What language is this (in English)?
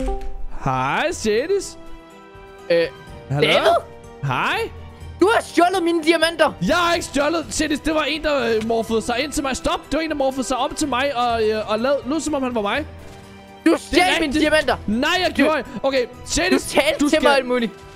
Danish